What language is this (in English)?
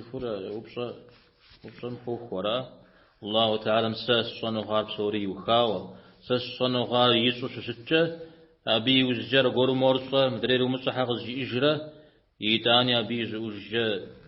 Kabardian